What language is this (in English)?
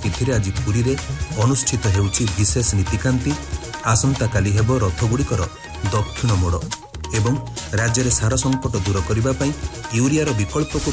Odia